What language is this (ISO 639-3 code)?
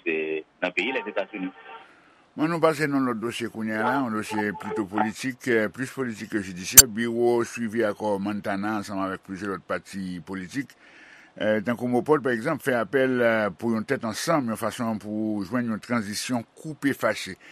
hat